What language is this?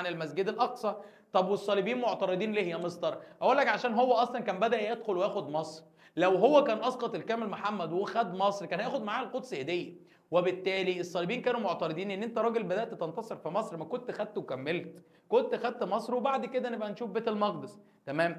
Egyptian Arabic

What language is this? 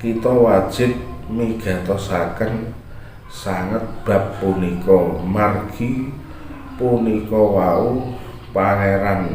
Javanese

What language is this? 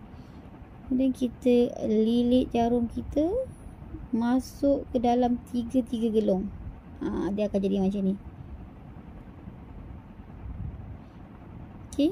Malay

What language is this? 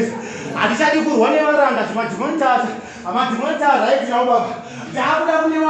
Shona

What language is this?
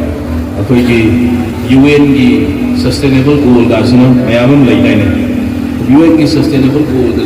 Manipuri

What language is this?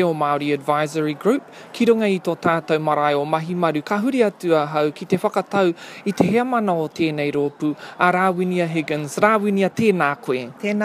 Māori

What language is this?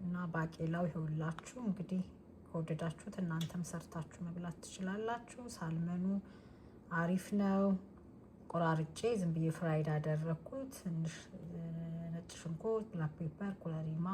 Amharic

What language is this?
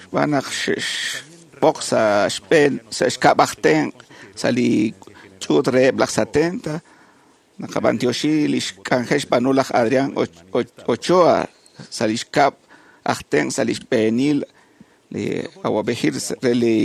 Kekchí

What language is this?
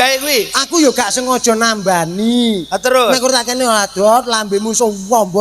Javanese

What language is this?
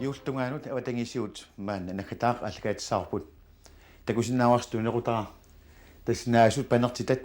Kalaallisut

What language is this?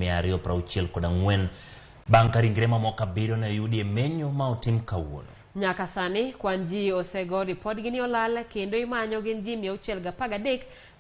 Luo (Kenya and Tanzania)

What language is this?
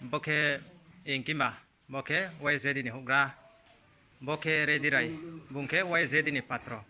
Riang (India)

